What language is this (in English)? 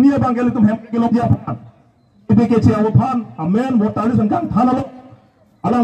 Karbi